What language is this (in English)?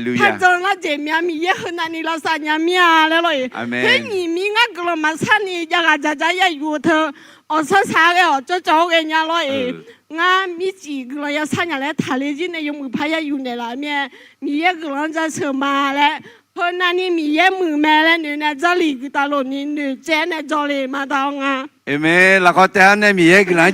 Akha